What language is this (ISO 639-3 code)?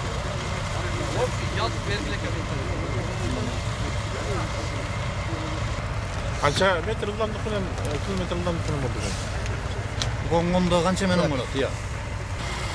kir